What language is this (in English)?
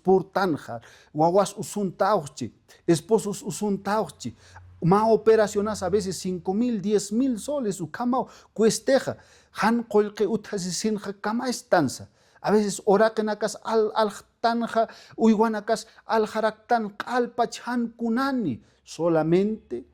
Aymara